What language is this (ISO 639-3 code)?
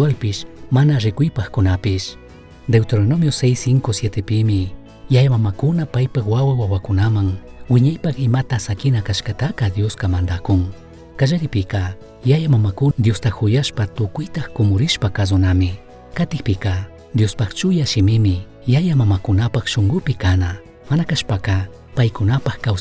qug